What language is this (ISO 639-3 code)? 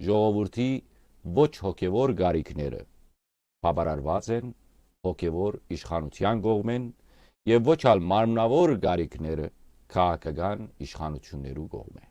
hyw